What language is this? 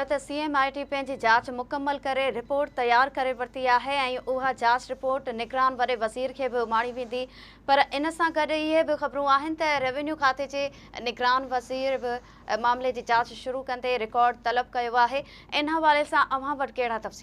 Sindhi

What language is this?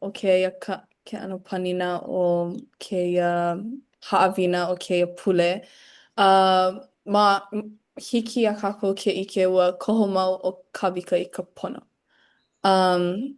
Hawaiian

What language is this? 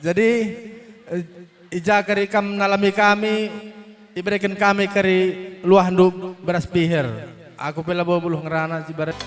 Batak Karo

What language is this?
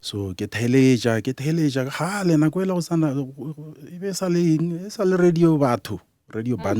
Northern Sotho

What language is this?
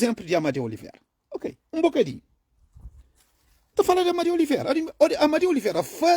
Kabuverdianu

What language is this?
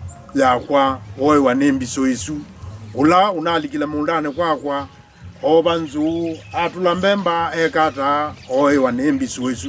Kamba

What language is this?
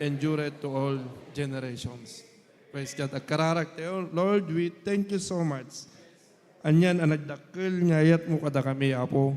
Iloko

